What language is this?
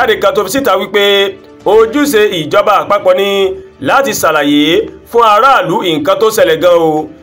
Yoruba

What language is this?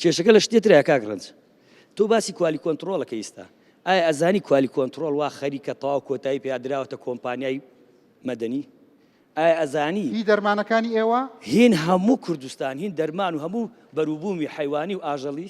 Central Kurdish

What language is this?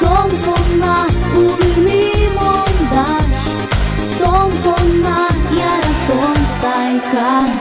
Udmurt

